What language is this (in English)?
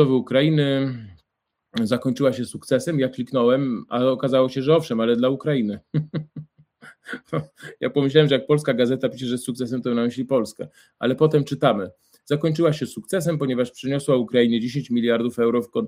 Polish